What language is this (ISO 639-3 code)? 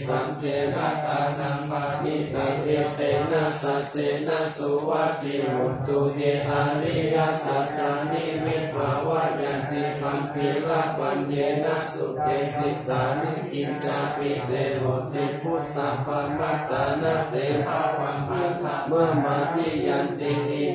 pli